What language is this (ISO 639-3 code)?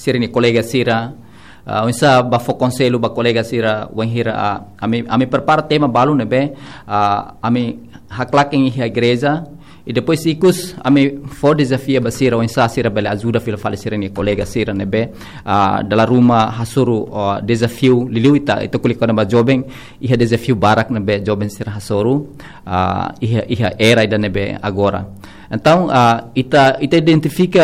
tet